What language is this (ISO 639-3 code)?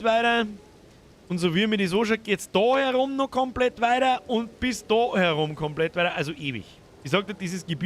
bar